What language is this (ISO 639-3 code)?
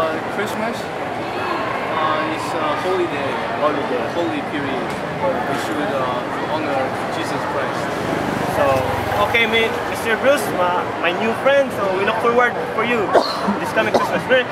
ceb